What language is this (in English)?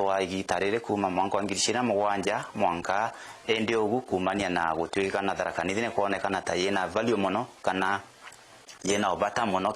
Meru